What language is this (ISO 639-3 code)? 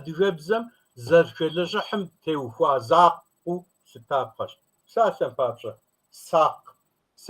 kbd